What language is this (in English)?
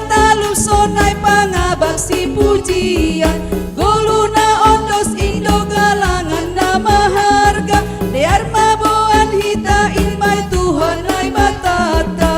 Batak Simalungun